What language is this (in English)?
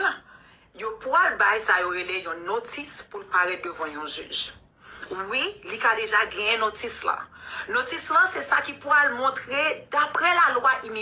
Haitian Creole